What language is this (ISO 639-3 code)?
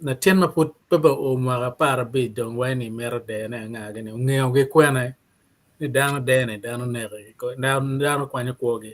ach